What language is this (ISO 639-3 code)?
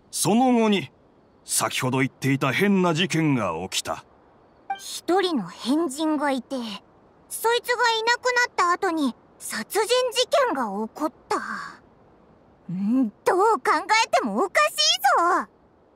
jpn